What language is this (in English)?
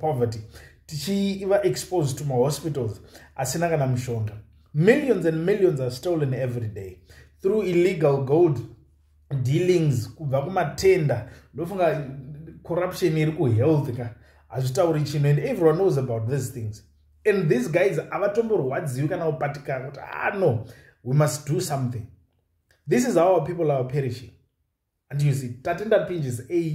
Shona